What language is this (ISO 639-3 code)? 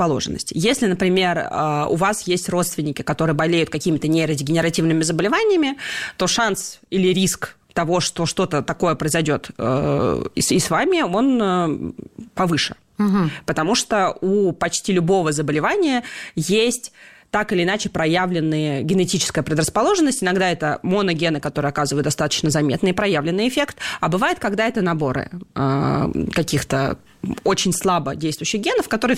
rus